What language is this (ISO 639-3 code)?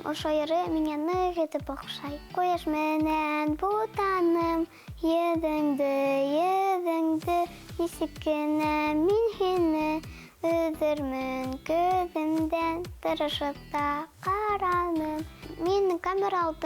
bak